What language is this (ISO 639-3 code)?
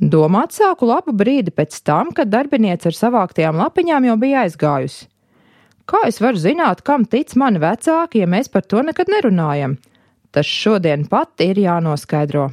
lav